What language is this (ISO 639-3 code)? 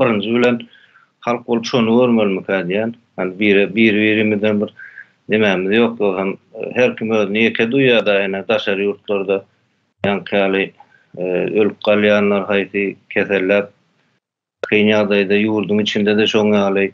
tuk